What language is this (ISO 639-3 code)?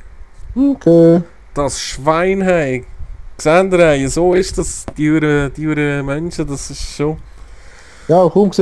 gsw